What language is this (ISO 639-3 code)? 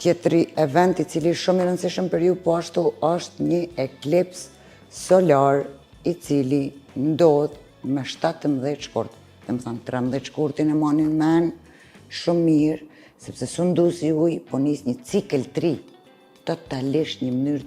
sqi